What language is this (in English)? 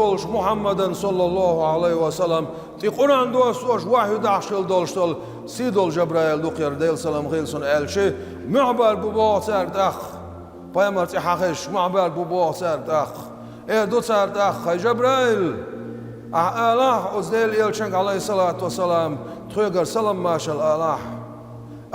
Chechen